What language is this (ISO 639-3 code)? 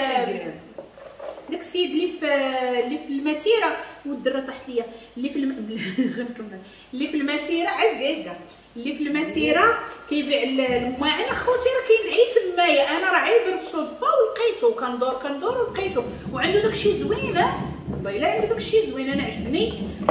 ary